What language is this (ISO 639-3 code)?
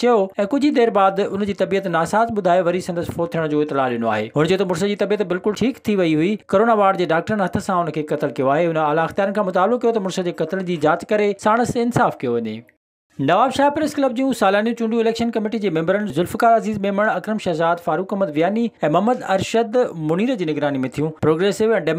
snd